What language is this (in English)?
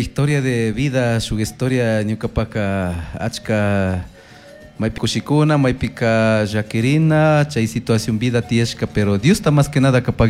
Chimborazo Highland Quichua